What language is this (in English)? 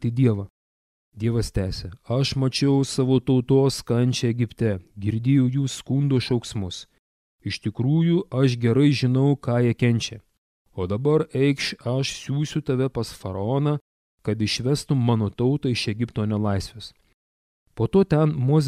Lithuanian